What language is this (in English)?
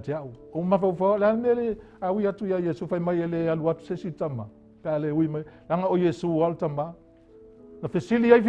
Samoan